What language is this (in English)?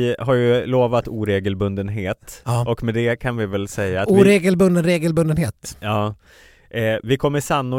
Swedish